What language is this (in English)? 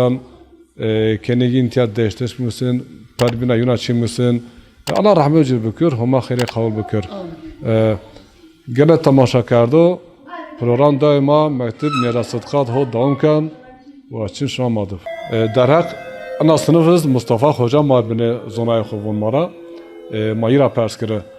Zaza